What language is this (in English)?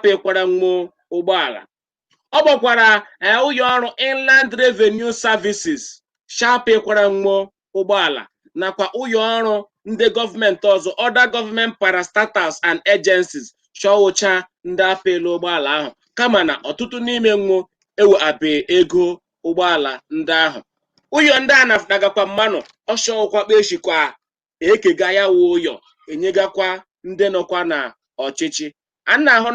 Igbo